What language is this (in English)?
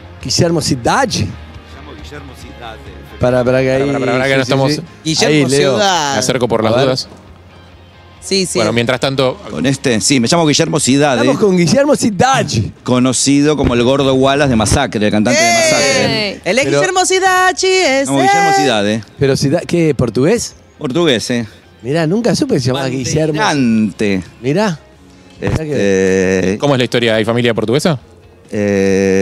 Spanish